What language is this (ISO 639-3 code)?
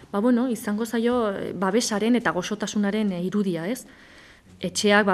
eus